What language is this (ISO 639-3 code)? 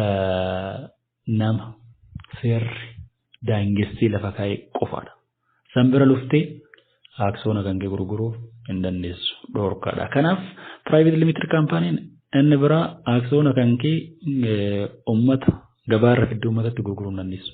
orm